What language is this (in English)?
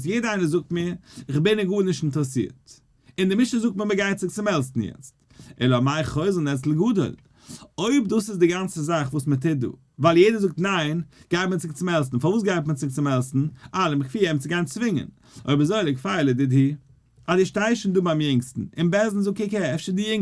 Yiddish